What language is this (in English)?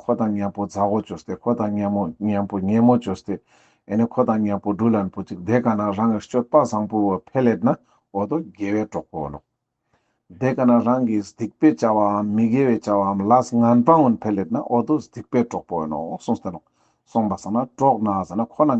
Ladakhi